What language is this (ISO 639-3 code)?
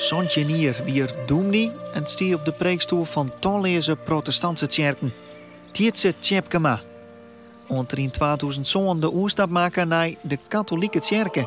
fry